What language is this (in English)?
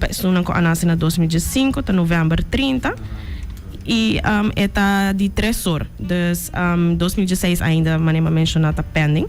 Papiamento